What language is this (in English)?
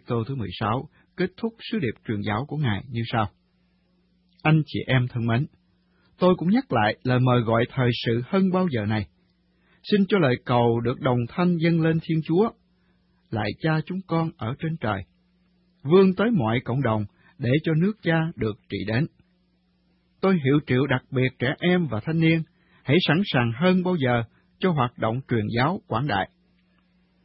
Vietnamese